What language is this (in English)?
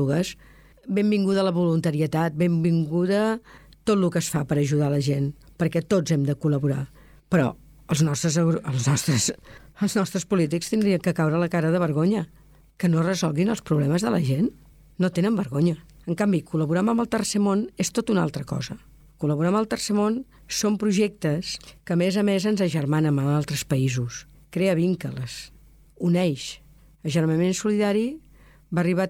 Catalan